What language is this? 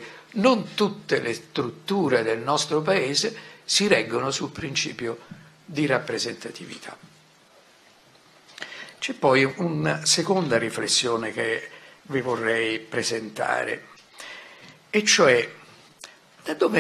Italian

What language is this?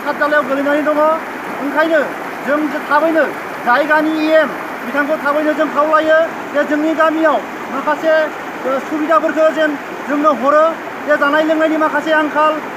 Bodo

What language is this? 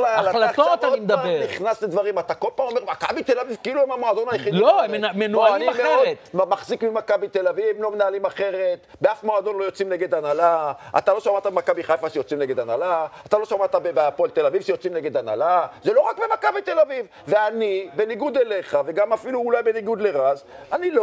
Hebrew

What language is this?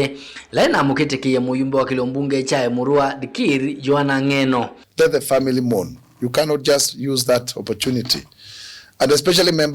Kamba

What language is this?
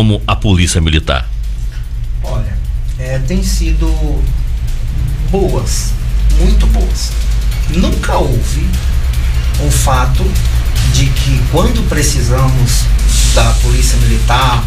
Portuguese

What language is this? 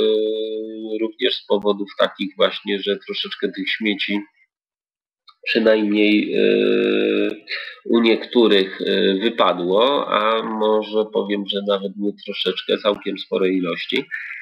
Polish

